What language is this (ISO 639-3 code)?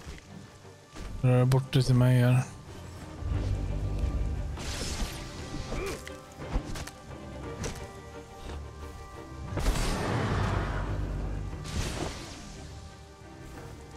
swe